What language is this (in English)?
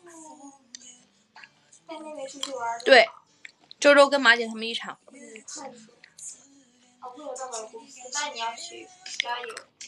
Chinese